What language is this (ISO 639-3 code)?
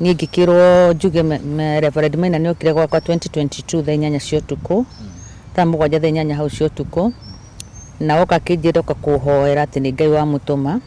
kik